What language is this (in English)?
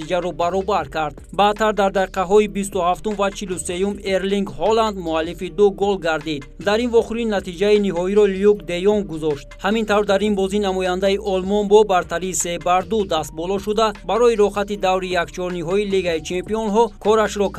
Tajik